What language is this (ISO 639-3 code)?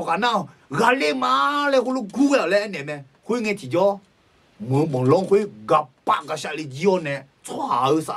ahk